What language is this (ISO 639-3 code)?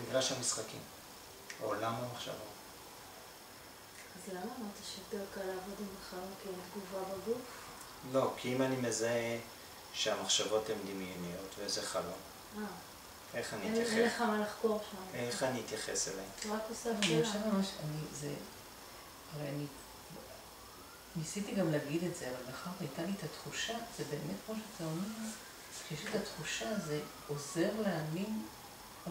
heb